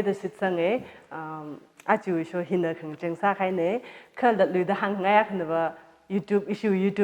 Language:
Tangkhul Naga (India)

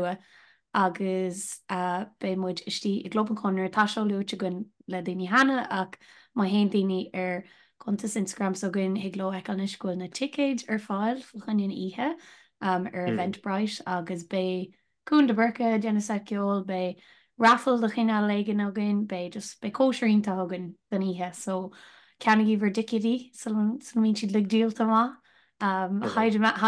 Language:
Irish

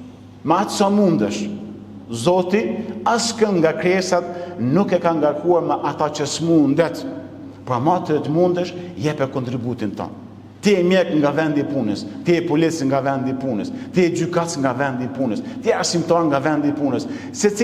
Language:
Albanian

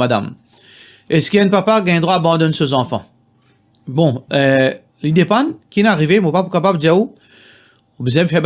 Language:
Morisyen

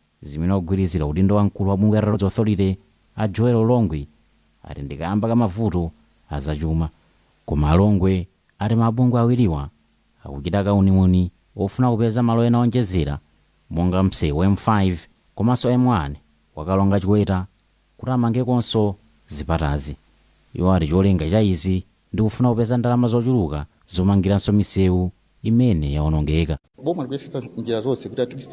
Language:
Nyanja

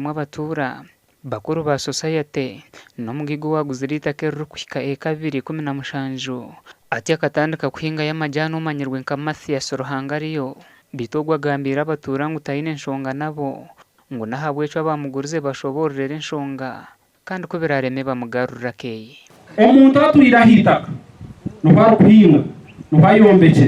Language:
Nyankole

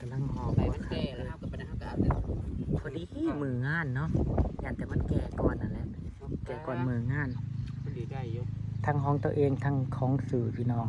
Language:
Northeastern Thai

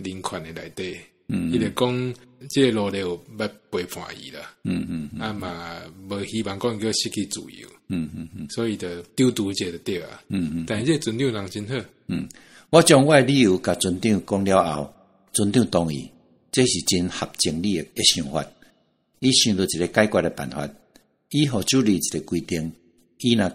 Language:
Min Nan Chinese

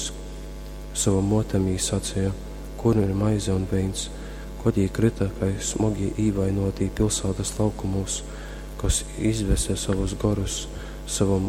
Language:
Latgalian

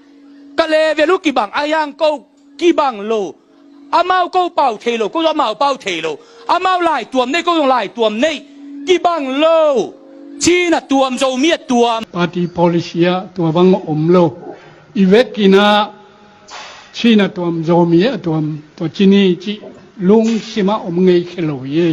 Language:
Tedim Chin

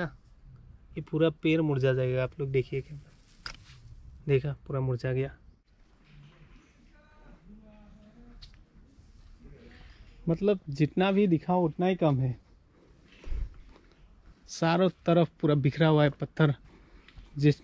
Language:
Hindi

